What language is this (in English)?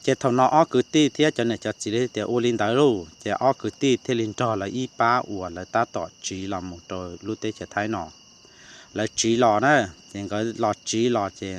Hmong